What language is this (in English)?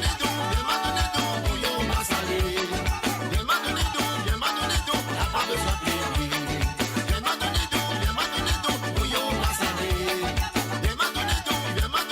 Morisyen